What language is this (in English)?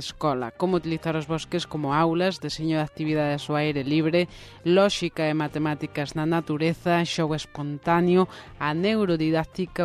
Galician